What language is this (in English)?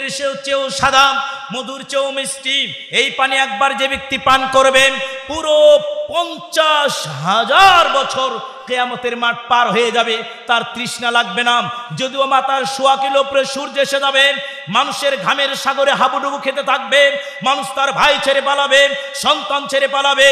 Bangla